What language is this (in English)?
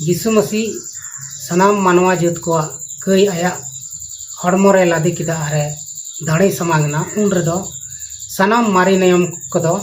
Santali